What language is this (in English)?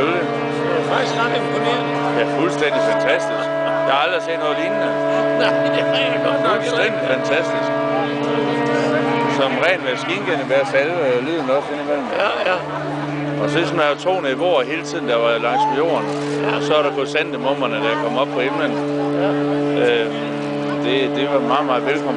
Danish